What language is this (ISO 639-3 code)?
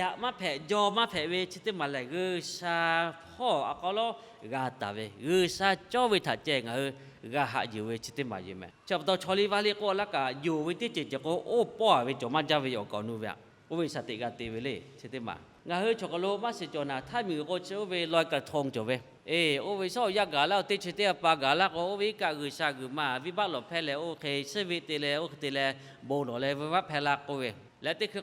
lhu